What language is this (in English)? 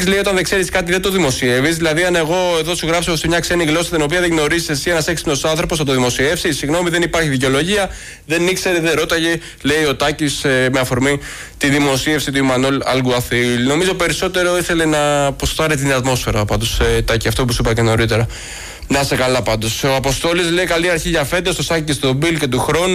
Greek